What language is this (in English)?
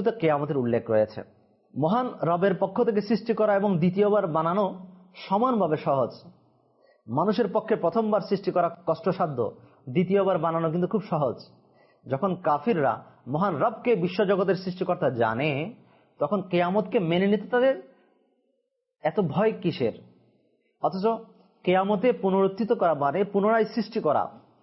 Bangla